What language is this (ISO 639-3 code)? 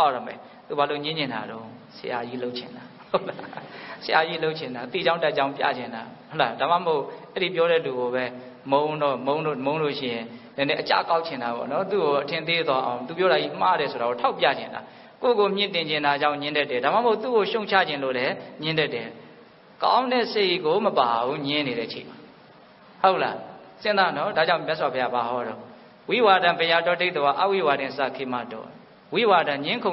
mya